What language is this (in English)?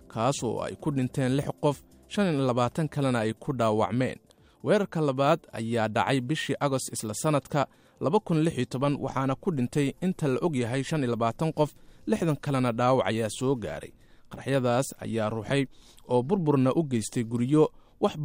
Somali